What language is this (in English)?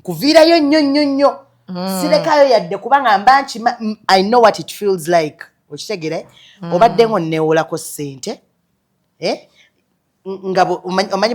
Ganda